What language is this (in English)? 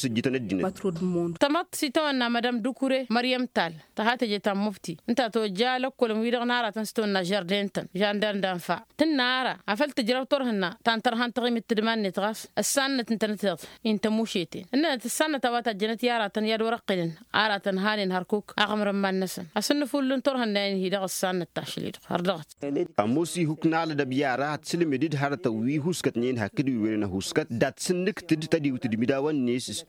Tamasheq